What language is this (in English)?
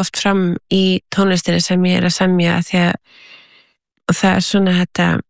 Icelandic